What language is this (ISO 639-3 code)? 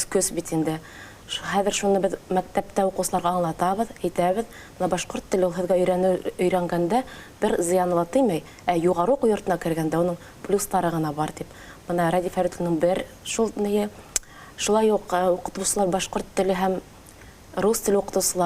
bak